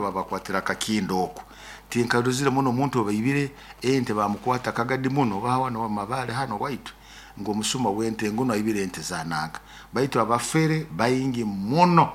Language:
Nyoro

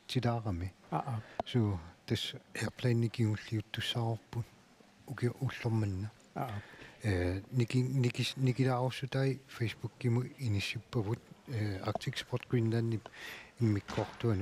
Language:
Kalaallisut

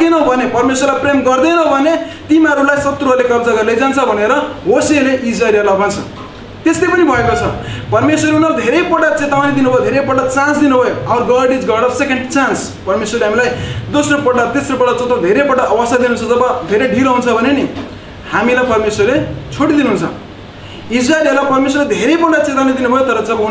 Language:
Nepali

